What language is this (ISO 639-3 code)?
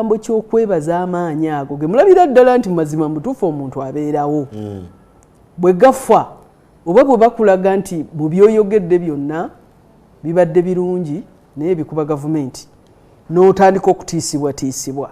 lug